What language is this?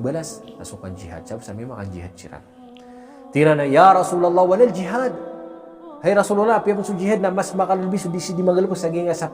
Maranao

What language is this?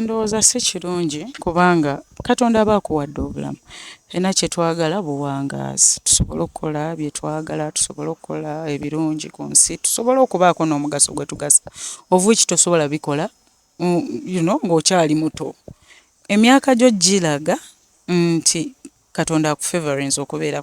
Ganda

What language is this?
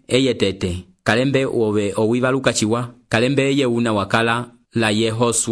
Umbundu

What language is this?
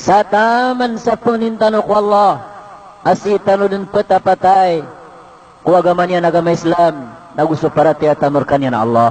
Maranao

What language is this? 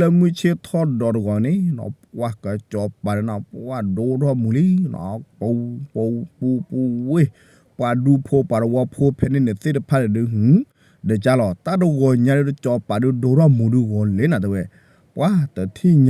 S'gaw Karen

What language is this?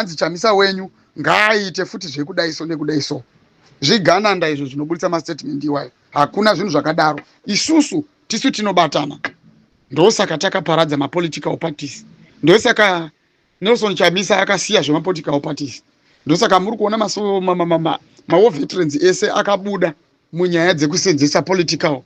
Shona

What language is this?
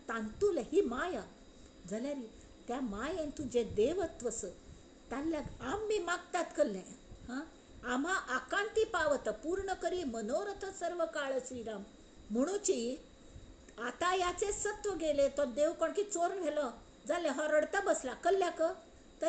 Konkani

